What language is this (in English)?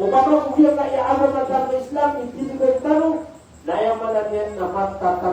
Maranao